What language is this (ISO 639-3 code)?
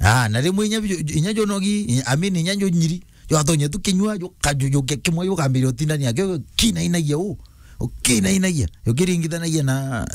mer